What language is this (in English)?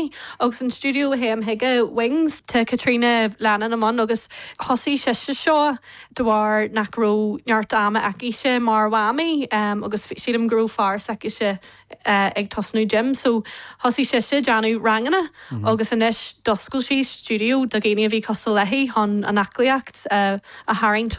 Irish